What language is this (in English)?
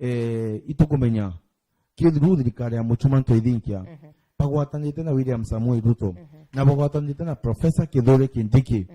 Meru